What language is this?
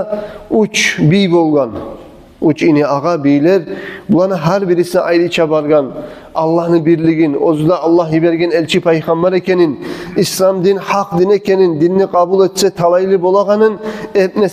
Kumyk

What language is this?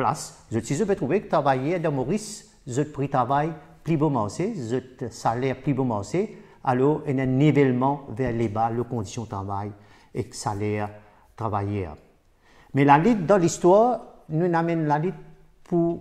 Morisyen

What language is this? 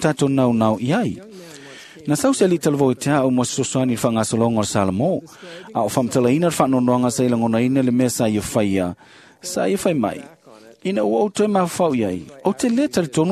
Samoan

